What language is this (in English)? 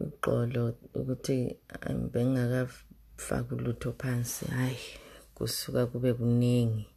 North Ndebele